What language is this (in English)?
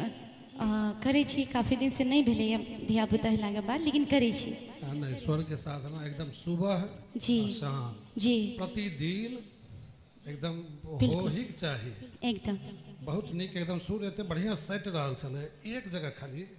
Maithili